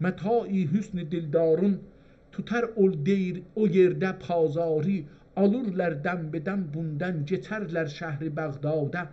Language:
South Azerbaijani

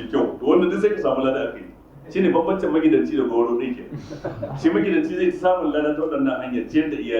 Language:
Hausa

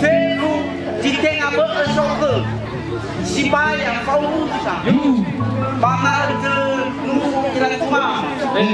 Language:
Nias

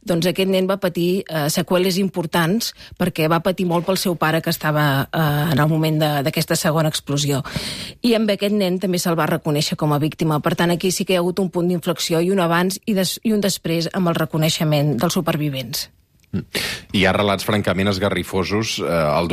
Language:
Catalan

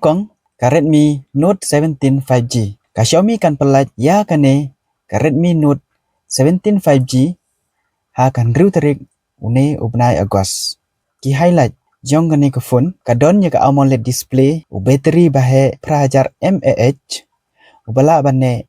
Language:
Khasi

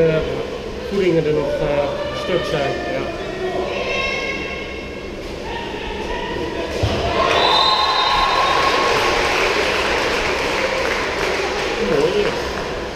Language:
Dutch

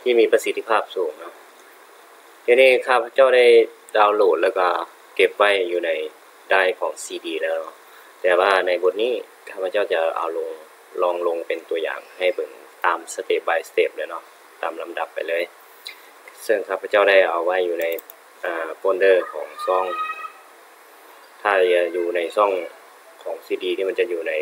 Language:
Lao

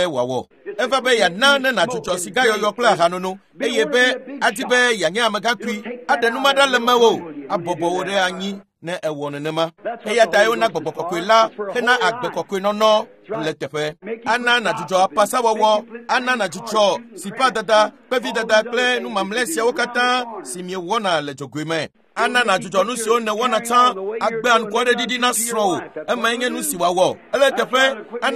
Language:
Ewe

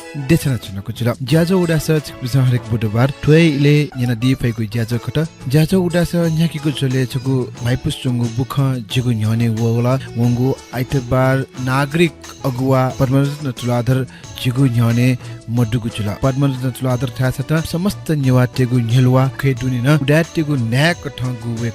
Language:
Newari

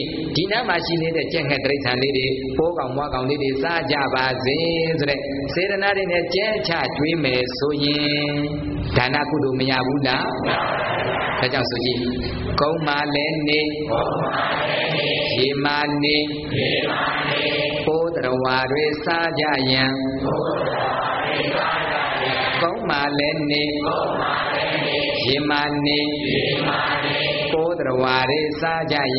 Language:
Burmese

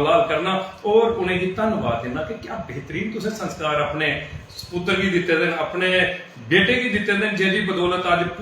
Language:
Dogri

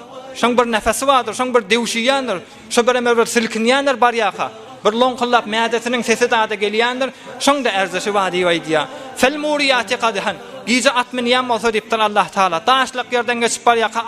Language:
Turkmen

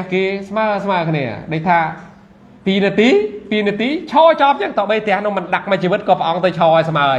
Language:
Khmer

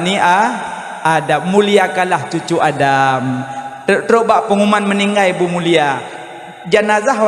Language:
Achinese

